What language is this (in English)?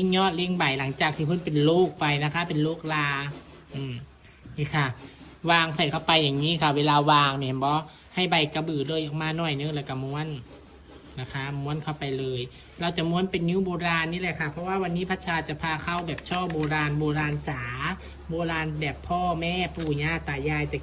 Northeastern Thai